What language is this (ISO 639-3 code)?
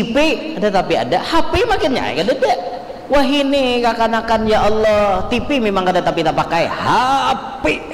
bjn